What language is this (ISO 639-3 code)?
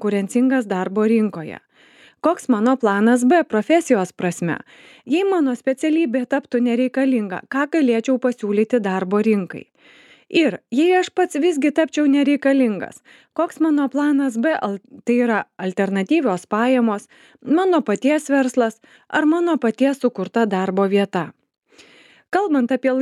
lit